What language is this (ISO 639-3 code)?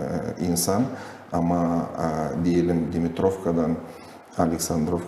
gag